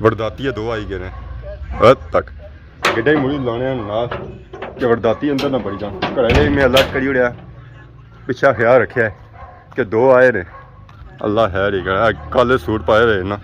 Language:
Pahari-Potwari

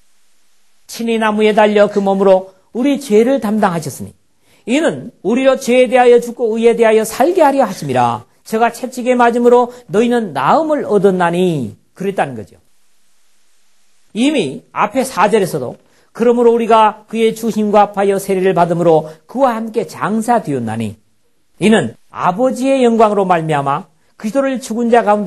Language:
Korean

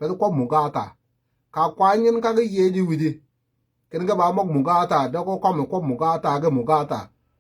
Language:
Nuer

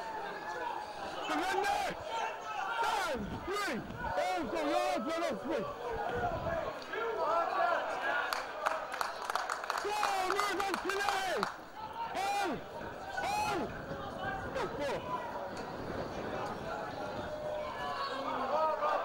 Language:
English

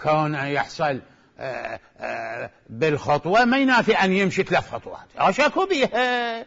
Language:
Mesopotamian Arabic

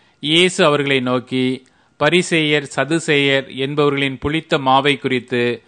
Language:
Tamil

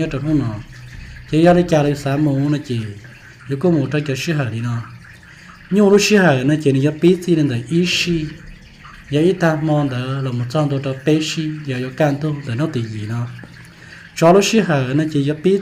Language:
Hmong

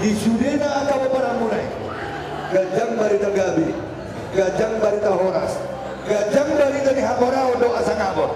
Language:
Batak Toba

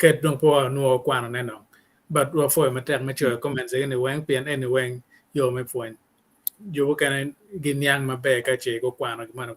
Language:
Acoli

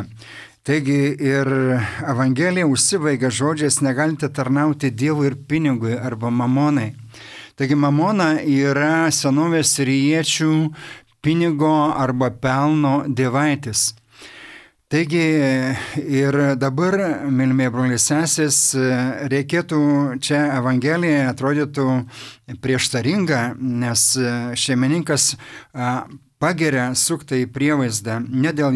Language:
Lithuanian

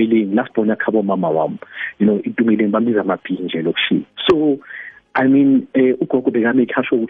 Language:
South Ndebele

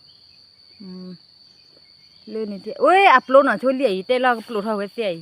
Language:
S'gaw Karen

